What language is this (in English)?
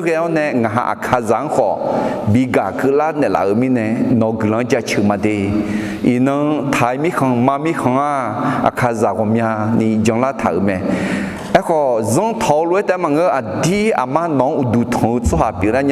Akha